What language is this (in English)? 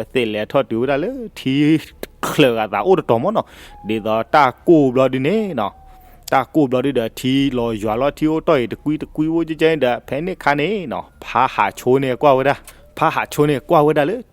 S'gaw Karen